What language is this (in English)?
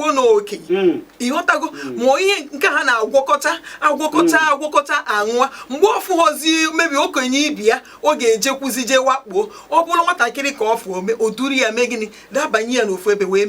Igbo